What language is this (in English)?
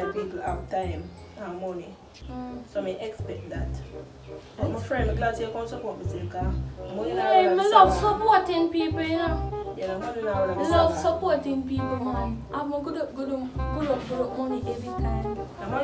Jamaican Creole English